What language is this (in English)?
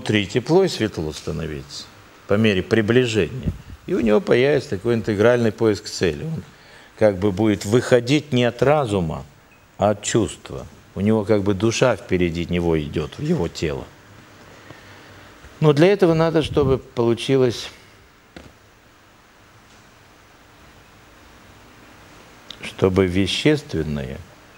Russian